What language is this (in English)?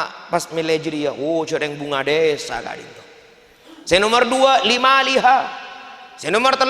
Madurese